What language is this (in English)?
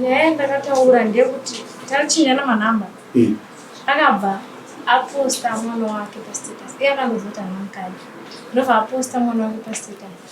Shona